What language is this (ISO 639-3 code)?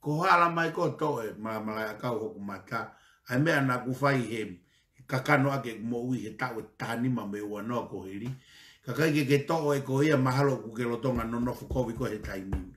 ton